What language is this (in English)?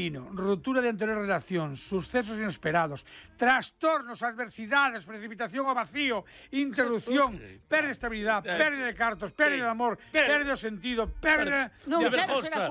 Galician